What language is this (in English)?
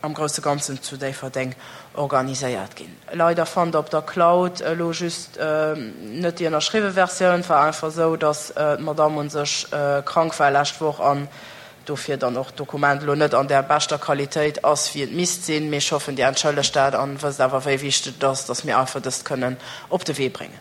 Luxembourgish